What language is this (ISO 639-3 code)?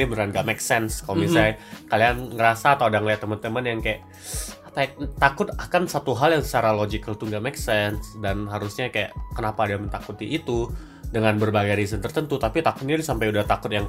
ind